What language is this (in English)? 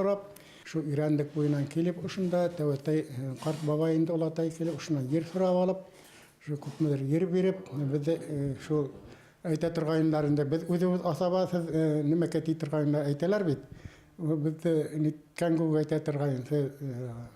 Bashkir